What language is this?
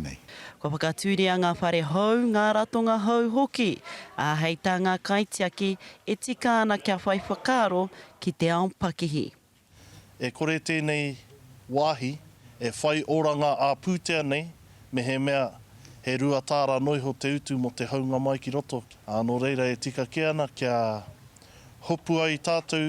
Māori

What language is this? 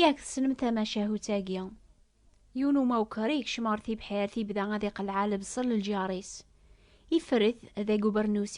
Kabyle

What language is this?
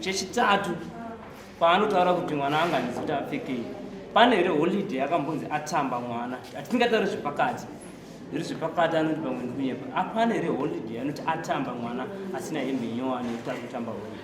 Shona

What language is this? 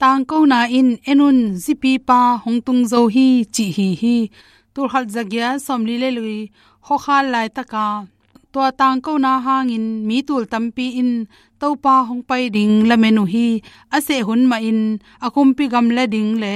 Tedim Chin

